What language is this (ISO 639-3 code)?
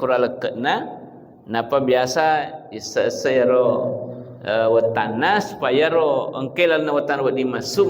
bug